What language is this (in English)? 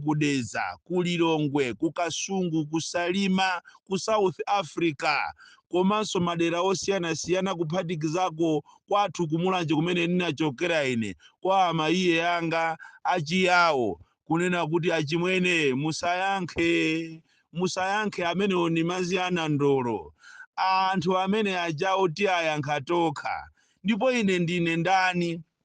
Nyanja